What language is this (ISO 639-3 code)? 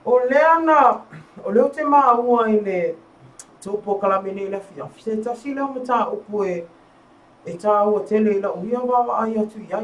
smo